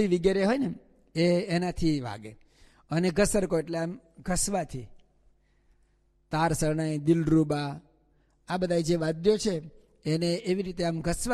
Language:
Gujarati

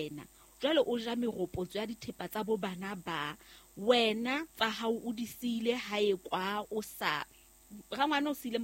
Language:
Southern Sotho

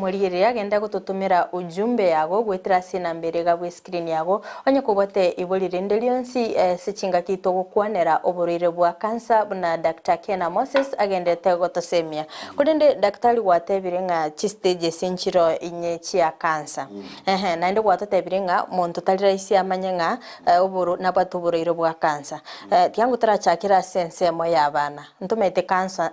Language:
Gusii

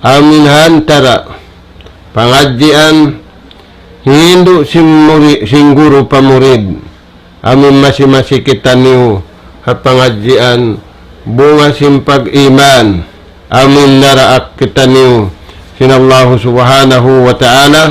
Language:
Tausug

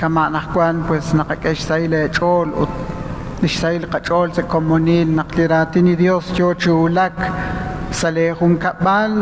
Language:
Kekchí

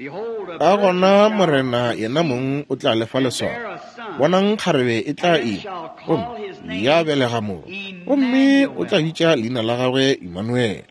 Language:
Northern Sotho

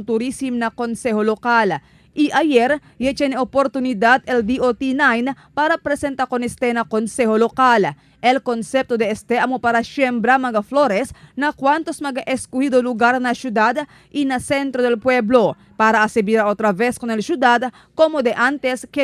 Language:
Chavacano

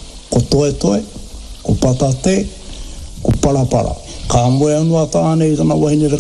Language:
Māori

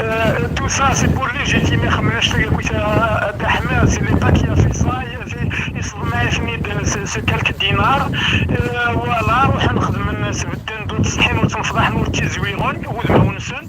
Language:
Kabyle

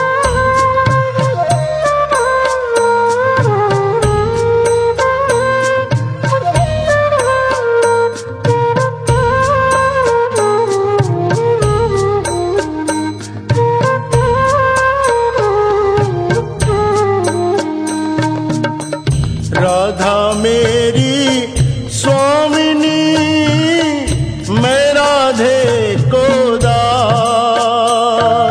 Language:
Hindi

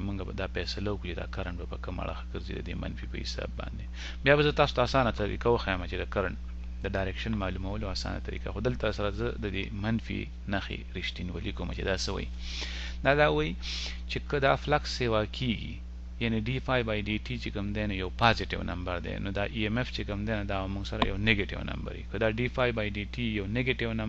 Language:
Pashto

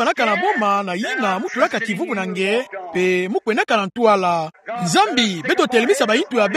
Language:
Kituba (Democratic Republic of Congo)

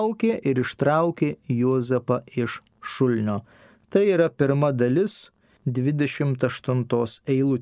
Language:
Lithuanian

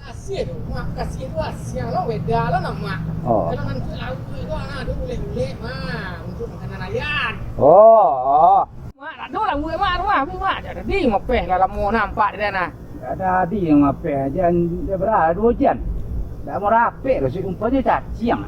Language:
Minangkabau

